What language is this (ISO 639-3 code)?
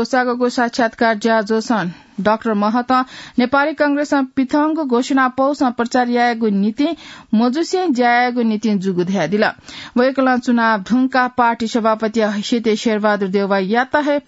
new